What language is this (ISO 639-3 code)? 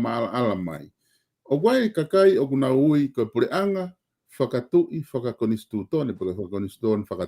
ton